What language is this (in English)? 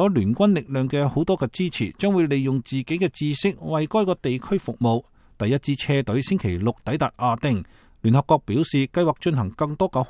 Cantonese